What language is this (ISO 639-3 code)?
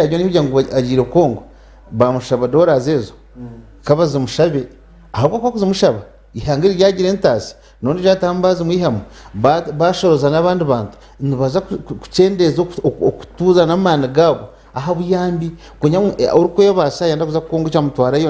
nyn